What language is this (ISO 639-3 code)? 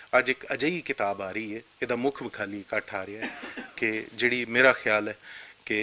lah